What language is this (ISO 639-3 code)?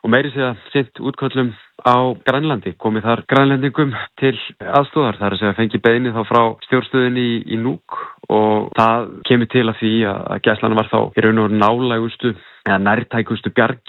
isl